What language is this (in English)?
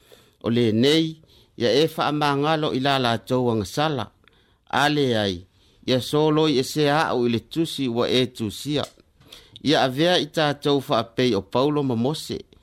Samoan